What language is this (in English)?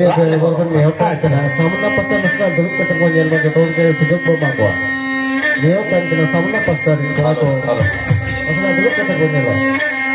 Santali